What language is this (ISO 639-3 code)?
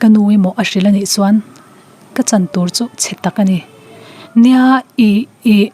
lus